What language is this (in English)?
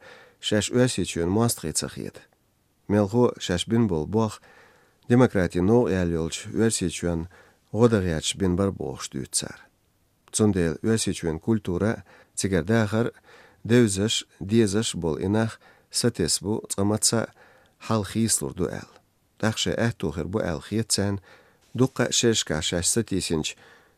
Chechen